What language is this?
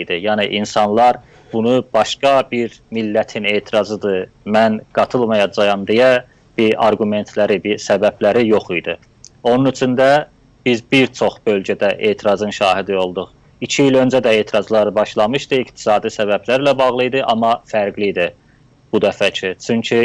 South Azerbaijani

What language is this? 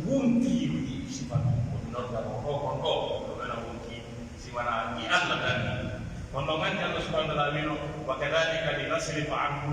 Pular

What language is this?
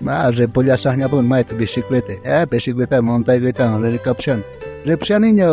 South Bolivian Quechua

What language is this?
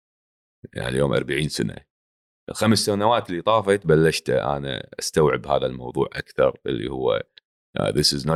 Gulf Arabic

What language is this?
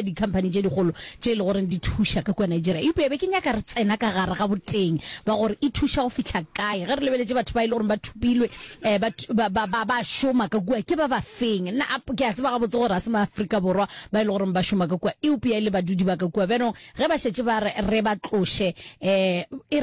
Northern Sotho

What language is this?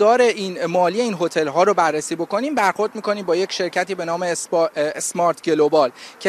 Persian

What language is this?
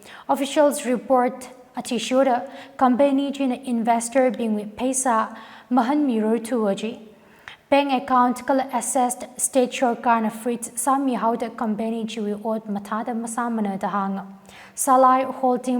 Tangkhul Naga (India)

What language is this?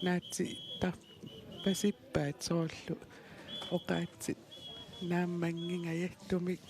Kalaallisut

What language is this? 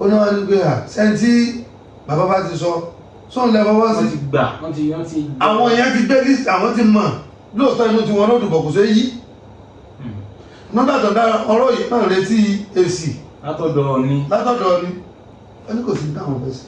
Yoruba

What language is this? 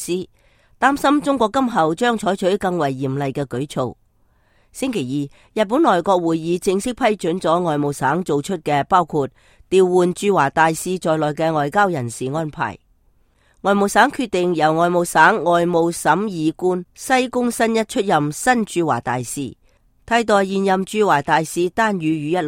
Cantonese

